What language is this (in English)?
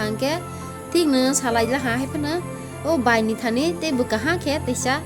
Kok Borok